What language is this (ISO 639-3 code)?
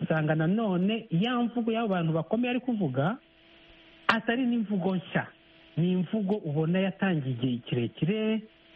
kin